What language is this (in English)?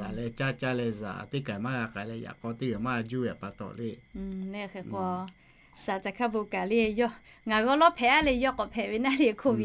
Lahu